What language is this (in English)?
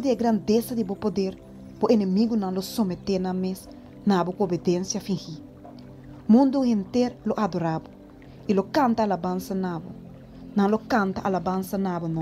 Papiamento